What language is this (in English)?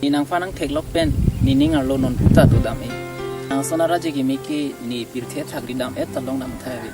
Karbi